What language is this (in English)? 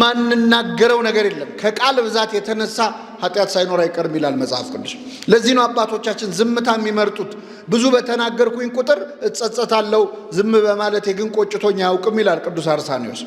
Amharic